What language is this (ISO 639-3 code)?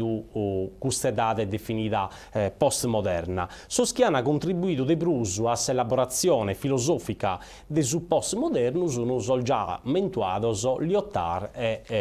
srd